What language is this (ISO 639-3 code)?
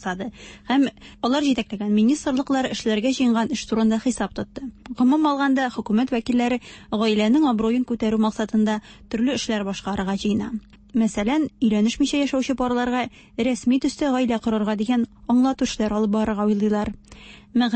tat